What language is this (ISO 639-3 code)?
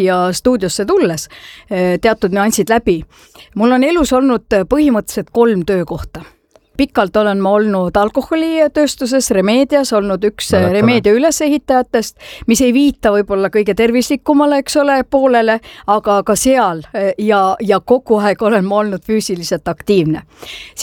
est